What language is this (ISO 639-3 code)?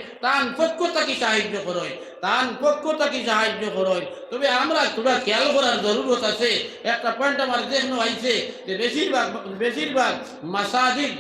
syl